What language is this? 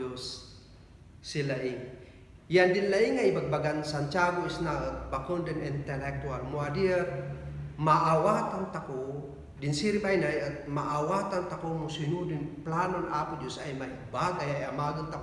Kankanaey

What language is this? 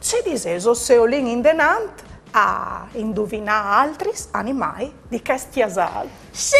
Friulian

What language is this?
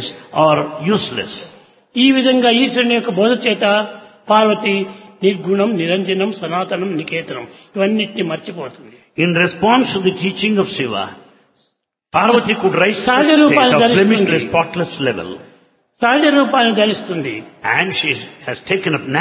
Telugu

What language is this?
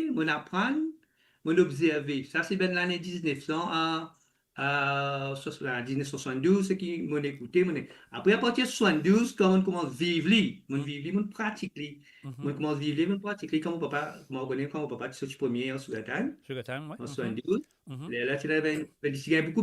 Morisyen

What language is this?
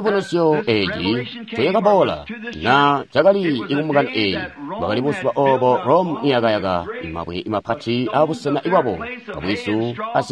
Tonga (Zambia)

